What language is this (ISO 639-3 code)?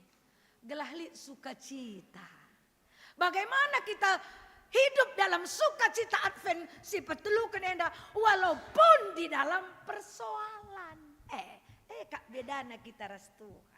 btx